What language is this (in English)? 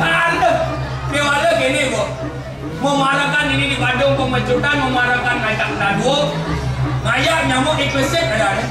Balinese